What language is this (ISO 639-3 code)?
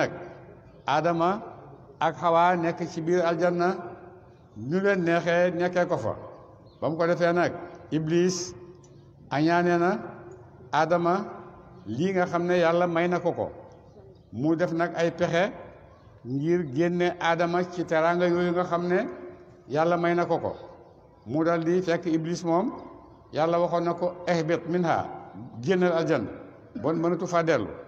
wol